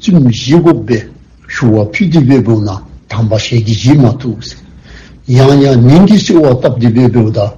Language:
Dzongkha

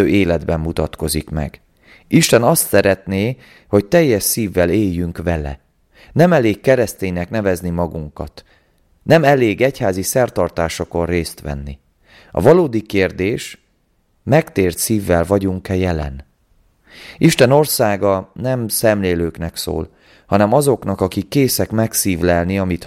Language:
Hungarian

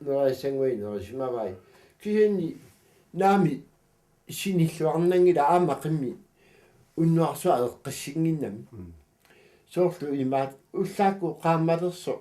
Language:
Kalaallisut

